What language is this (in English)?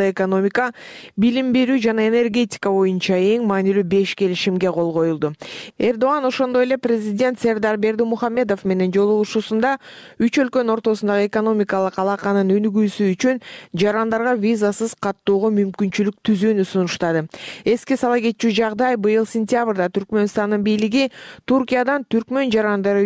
Kyrgyz